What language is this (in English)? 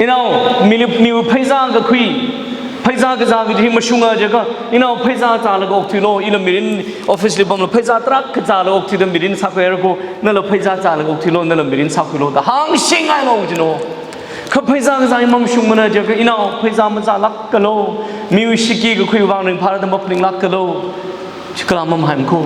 Tangkhul Naga (India)